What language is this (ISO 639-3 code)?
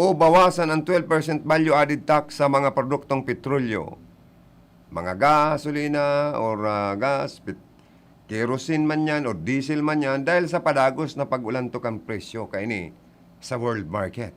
bik